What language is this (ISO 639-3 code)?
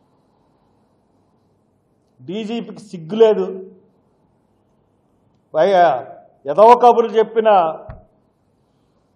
tel